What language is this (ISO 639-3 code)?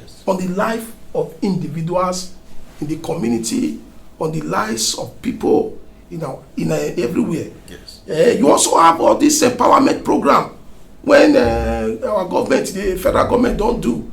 pcm